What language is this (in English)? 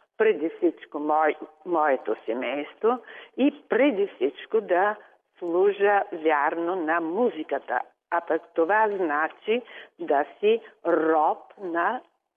Bulgarian